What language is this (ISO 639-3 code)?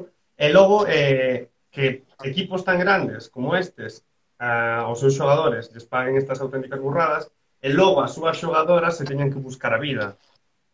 glg